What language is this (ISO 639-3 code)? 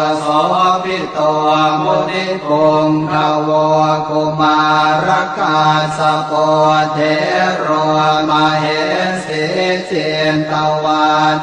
pli